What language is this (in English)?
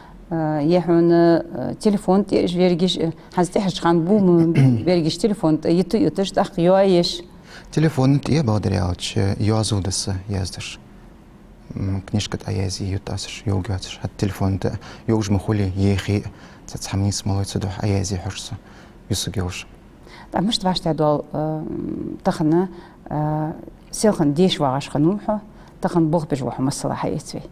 Ingush